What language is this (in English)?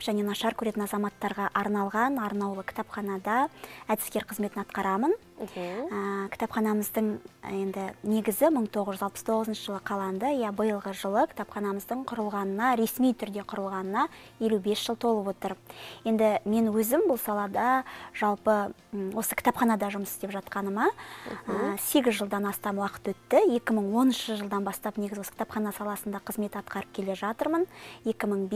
Kazakh